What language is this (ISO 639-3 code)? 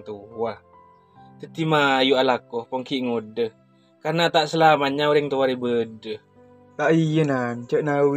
mad